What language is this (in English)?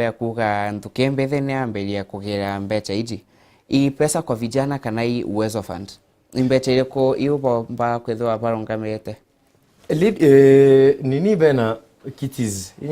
Meru